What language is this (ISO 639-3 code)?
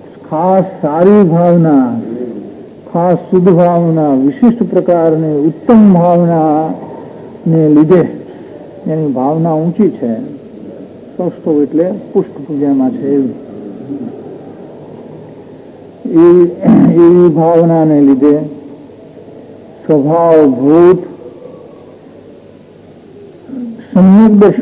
guj